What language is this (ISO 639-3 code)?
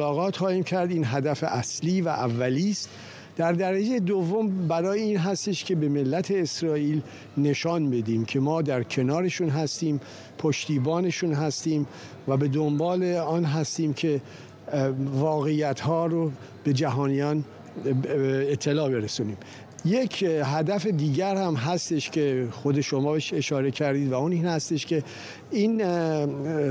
fas